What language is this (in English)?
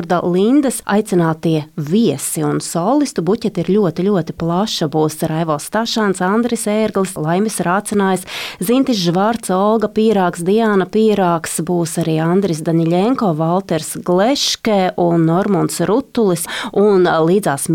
Latvian